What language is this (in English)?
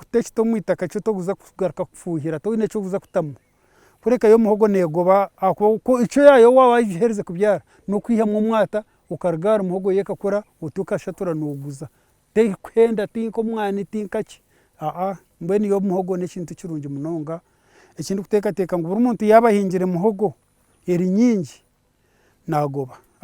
Nyankole